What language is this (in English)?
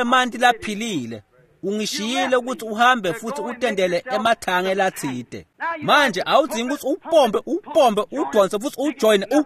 Swati